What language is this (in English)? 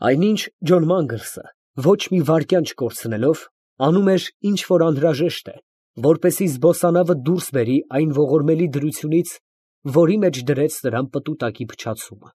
Armenian